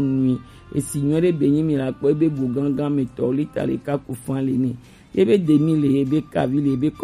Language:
Gen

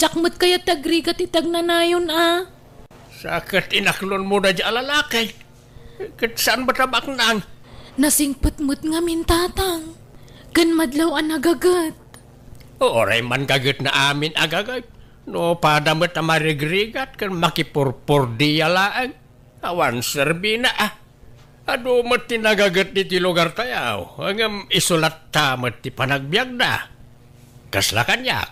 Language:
Iloko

